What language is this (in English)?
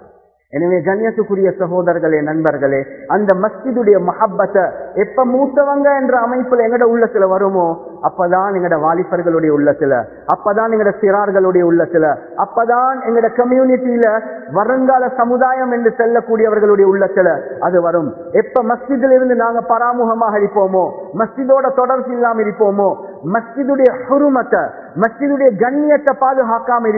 Tamil